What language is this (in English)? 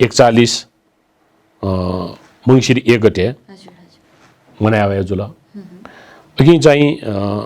Newari